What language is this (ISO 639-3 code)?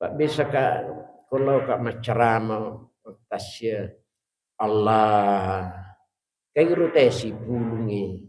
bug